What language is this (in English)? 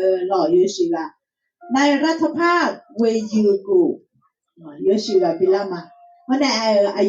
Akha